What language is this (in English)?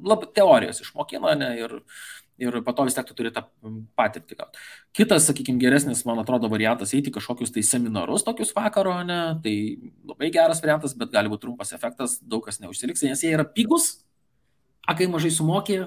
Lithuanian